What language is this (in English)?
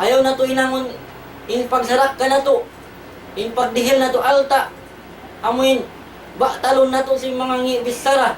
Tausug